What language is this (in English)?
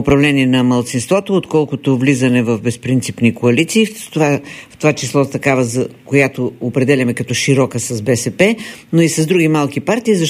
Bulgarian